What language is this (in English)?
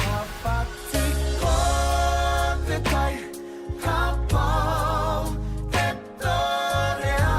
Māori